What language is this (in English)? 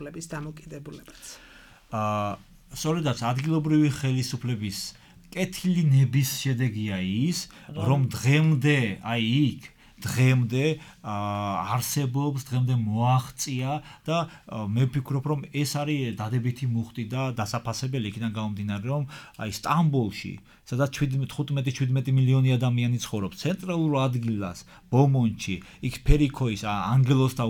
Georgian